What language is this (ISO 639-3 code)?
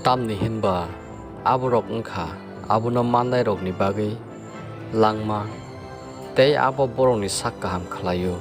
trp